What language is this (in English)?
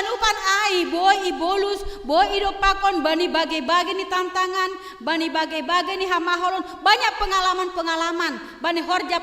Batak Simalungun